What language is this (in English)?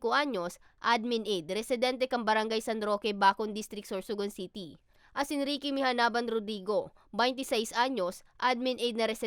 Bikol